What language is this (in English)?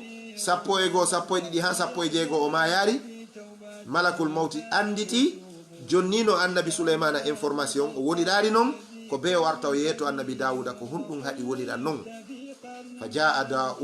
Fula